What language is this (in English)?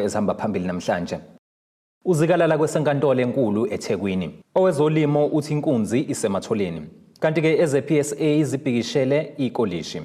Zulu